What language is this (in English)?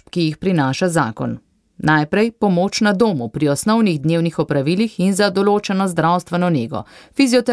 Slovenian